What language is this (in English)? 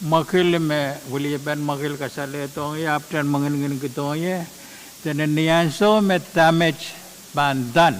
Pohnpeian